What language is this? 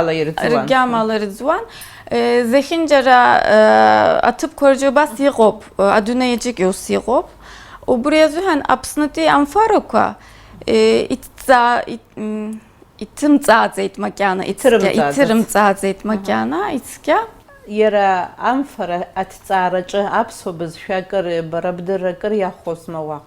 Abkhazian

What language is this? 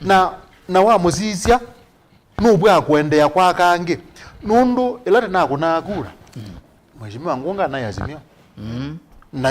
Kamba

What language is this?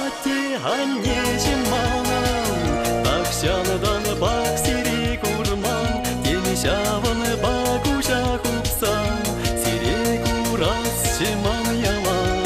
Chuvash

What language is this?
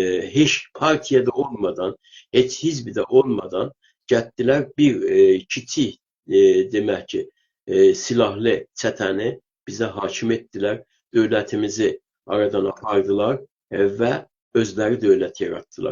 South Azerbaijani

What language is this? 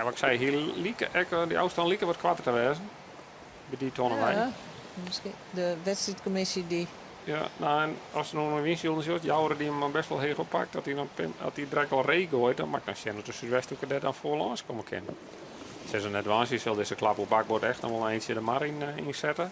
Western Frisian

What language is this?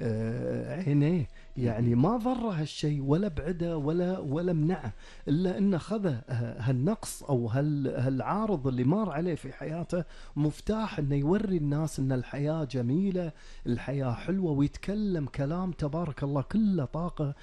Gulf Arabic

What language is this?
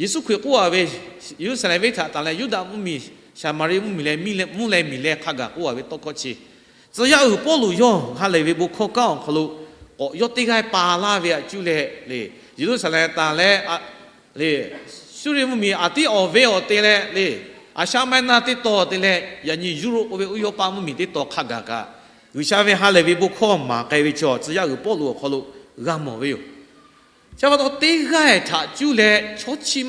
Lahu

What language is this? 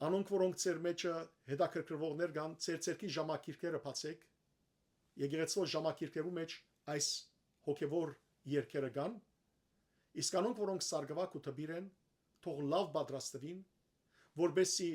Western Armenian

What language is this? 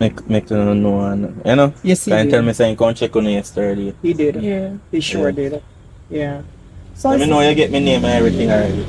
Jamaican Creole English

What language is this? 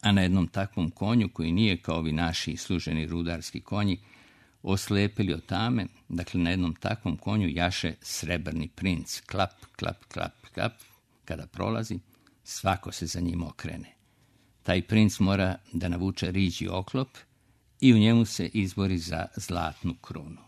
Serbian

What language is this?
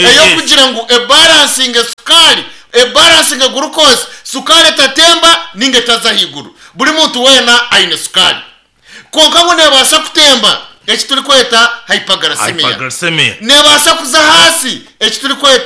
Nyankole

